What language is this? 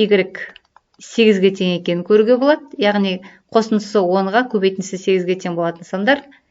Kazakh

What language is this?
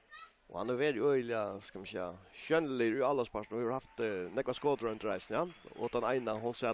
Faroese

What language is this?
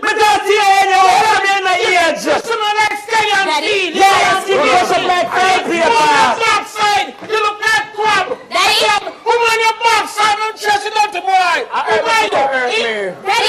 Jamaican Creole English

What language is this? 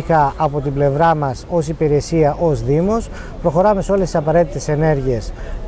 Greek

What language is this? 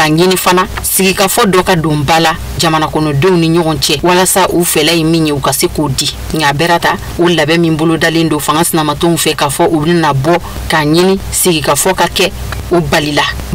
Bambara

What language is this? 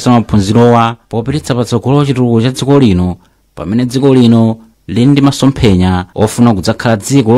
Nyanja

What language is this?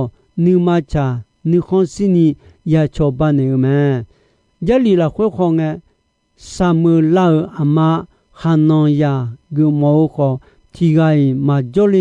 Akha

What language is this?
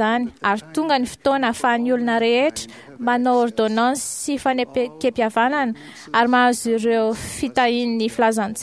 Malagasy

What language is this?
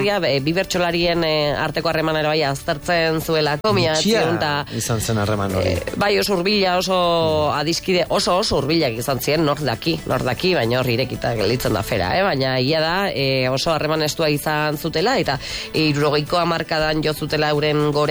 Basque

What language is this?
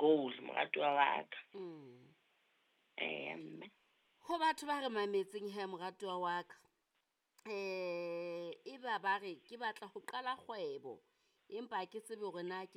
Southern Sotho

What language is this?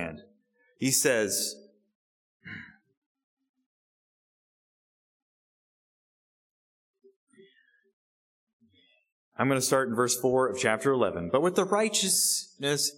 English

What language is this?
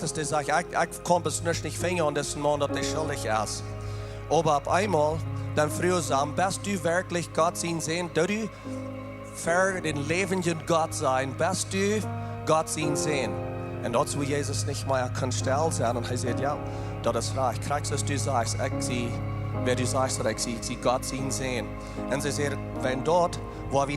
Plautdietsch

